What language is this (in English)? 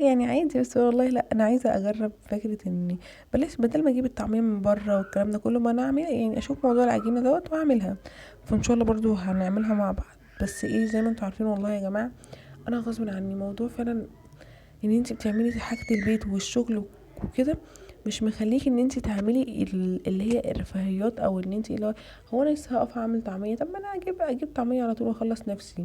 Egyptian Arabic